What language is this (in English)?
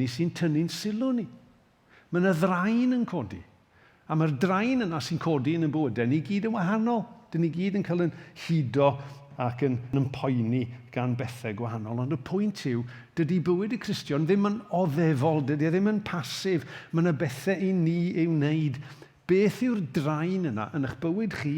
Welsh